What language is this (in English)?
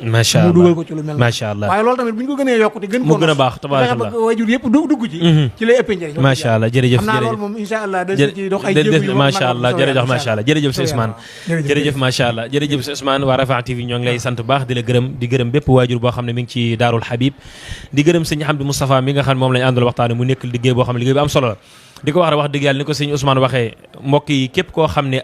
Wolof